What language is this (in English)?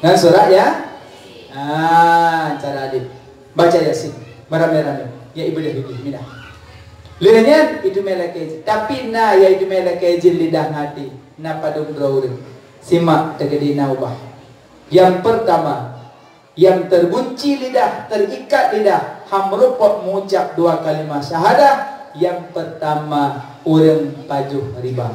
Achinese